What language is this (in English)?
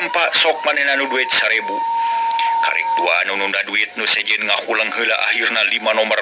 Sundanese